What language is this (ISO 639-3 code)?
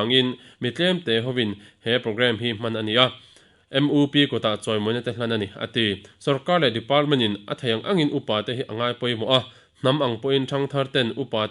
lus